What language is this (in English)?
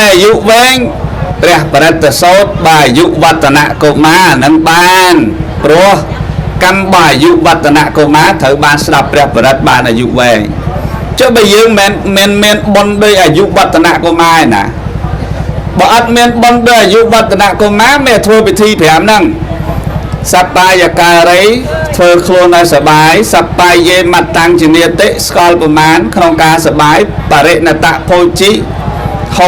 Khmer